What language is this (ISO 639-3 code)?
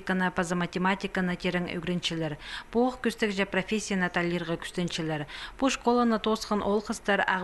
kjh